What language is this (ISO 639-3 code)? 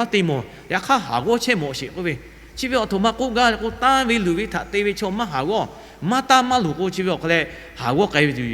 lhu